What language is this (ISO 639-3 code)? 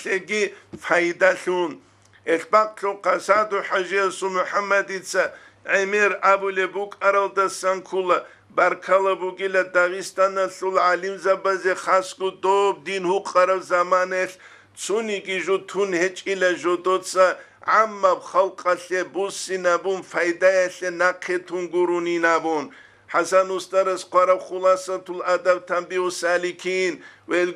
ava